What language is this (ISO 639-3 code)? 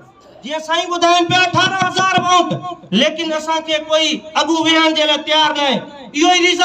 snd